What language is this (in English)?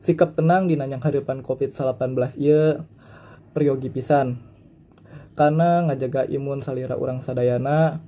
Sundanese